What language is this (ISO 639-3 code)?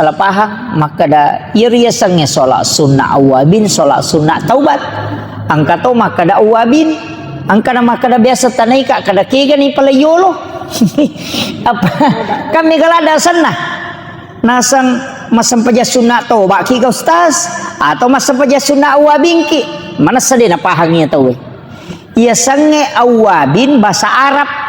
bug